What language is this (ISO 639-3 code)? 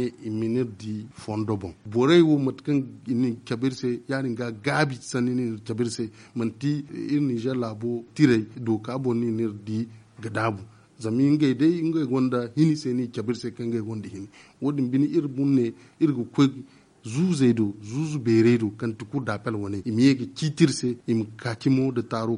dje